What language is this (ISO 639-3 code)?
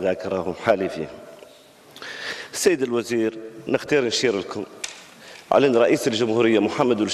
mey